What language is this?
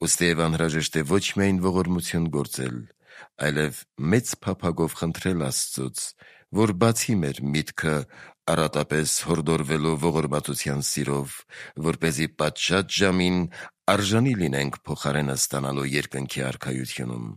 Armenian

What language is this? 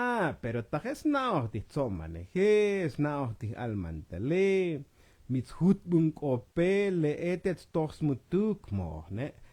Tzotzil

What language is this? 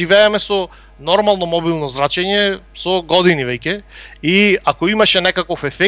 Macedonian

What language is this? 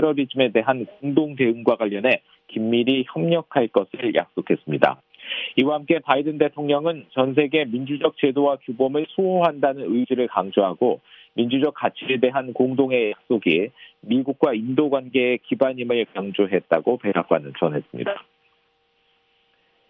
Korean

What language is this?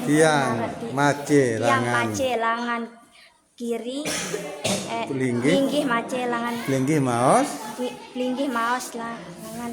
Sasak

